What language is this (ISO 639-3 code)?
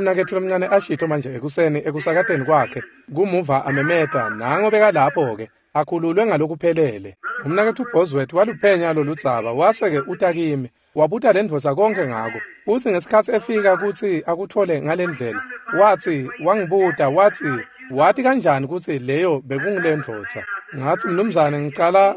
ssw